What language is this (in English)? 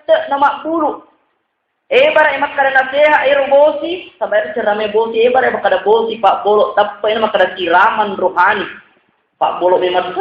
Buginese